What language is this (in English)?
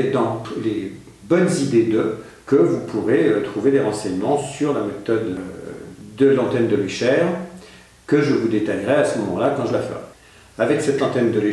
French